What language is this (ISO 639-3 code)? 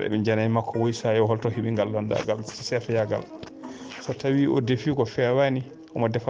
ful